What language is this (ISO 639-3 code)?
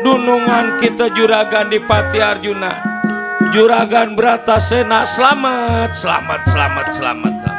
bew